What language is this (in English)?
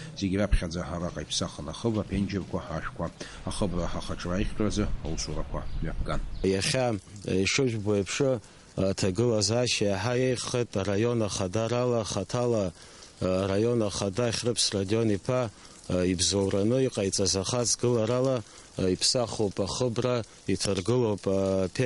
Abkhazian